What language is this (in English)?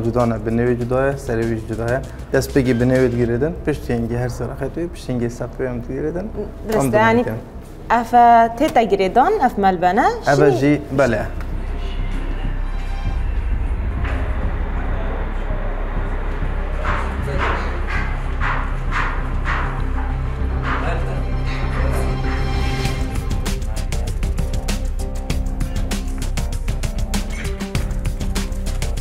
Kurdish